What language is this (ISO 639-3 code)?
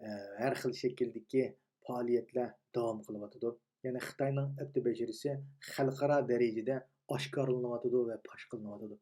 uig